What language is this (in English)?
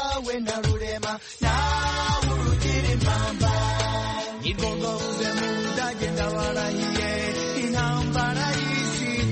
Kinyarwanda